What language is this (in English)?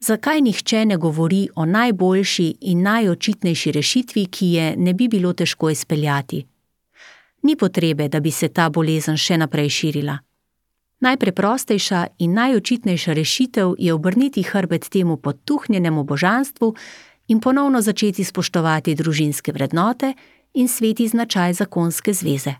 Slovenian